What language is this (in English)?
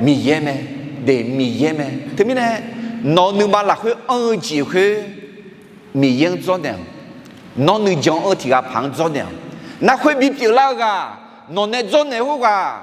Akha